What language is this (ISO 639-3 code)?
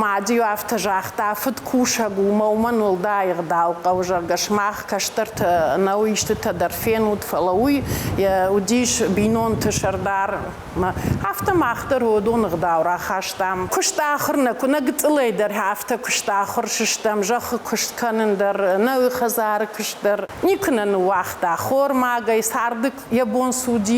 oss